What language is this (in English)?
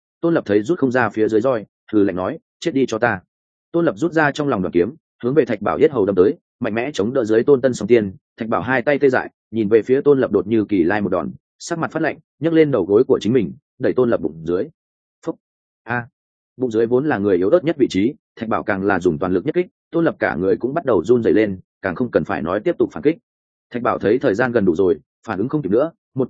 Vietnamese